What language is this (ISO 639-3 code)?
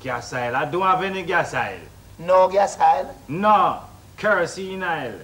jam